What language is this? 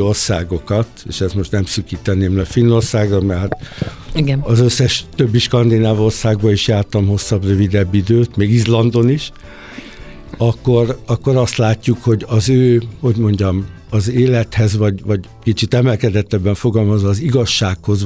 Hungarian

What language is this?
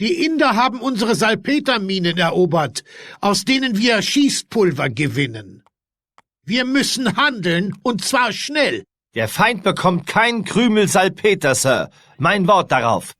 Bavarian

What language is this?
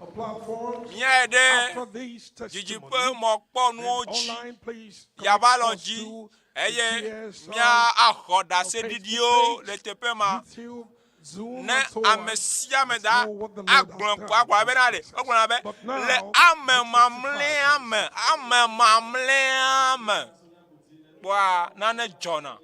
Ewe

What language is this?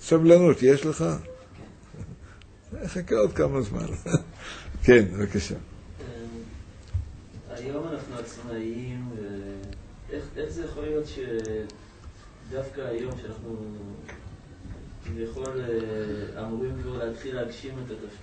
Hebrew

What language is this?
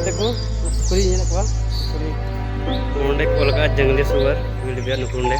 Santali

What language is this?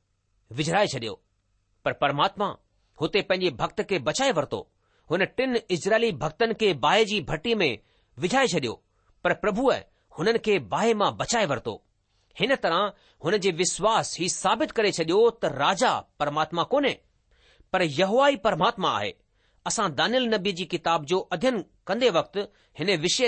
Sindhi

